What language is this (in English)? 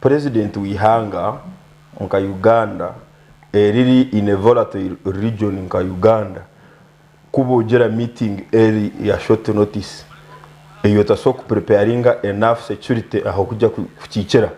Nyankole